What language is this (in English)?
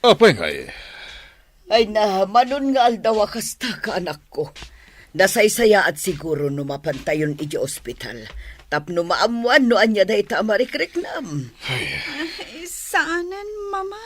Iloko